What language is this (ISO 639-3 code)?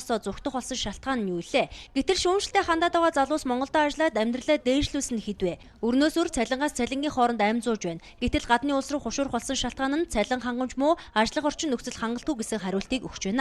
mon